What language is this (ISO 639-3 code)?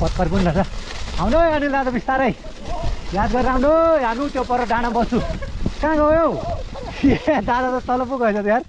nep